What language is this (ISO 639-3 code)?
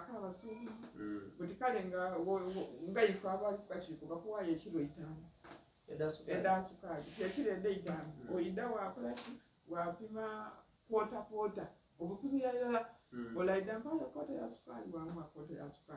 xog